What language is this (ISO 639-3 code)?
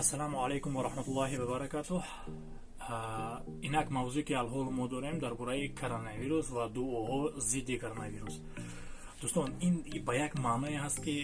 tgk